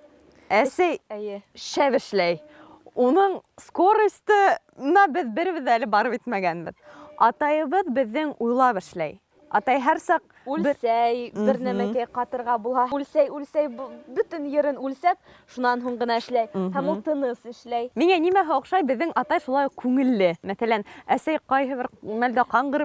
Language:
Bashkir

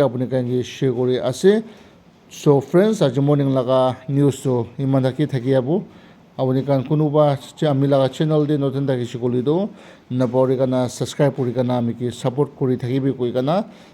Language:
Naga Pidgin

